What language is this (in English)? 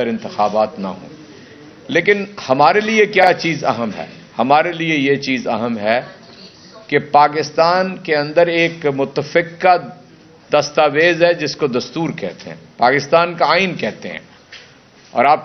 Urdu